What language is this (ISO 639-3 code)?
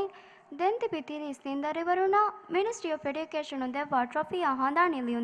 div